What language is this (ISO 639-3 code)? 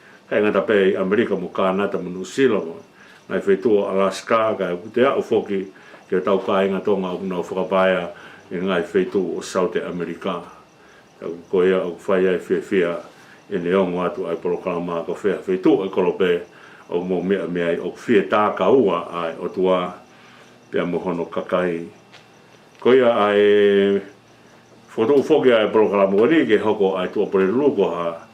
ton